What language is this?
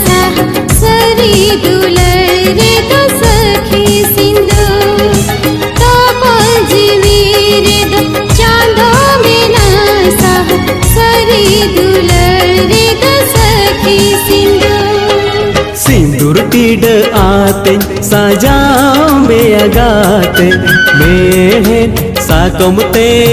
Santali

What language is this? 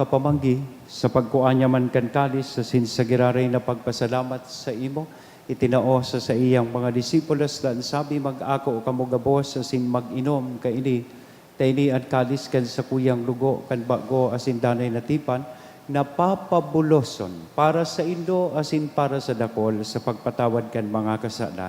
Bikol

